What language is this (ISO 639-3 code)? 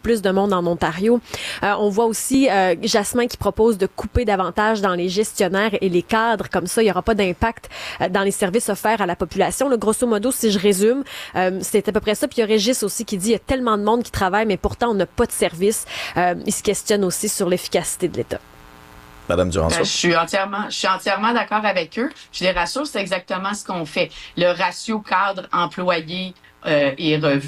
fra